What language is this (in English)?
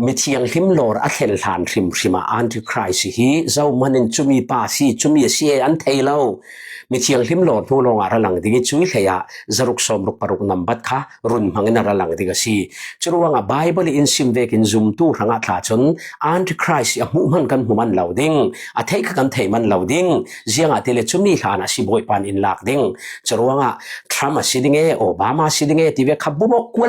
Falam Chin